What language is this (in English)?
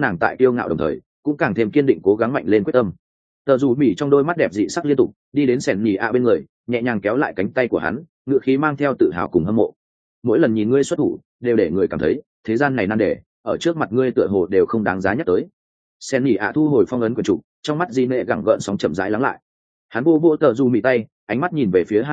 Vietnamese